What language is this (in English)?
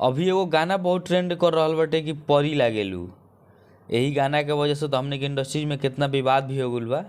Bhojpuri